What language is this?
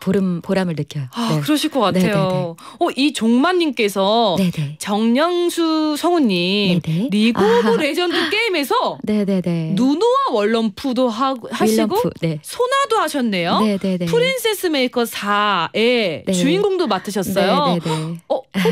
Korean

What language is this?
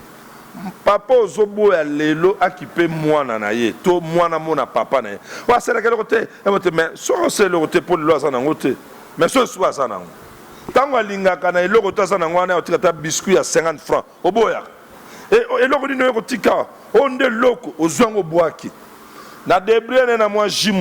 Lingala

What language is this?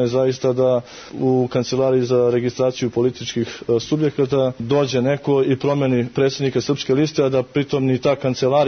Serbian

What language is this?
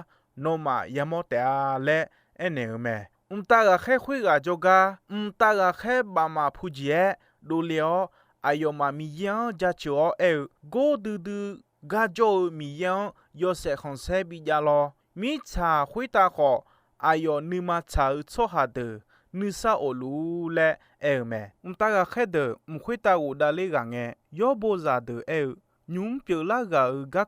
Akha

